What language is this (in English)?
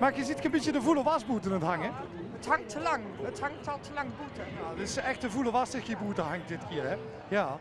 Limburgish